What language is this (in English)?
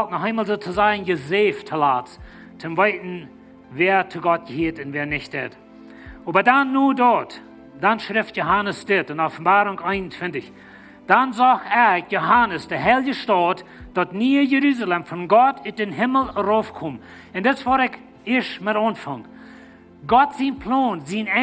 Plautdietsch